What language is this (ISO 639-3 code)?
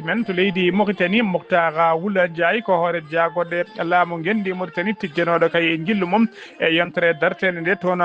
ful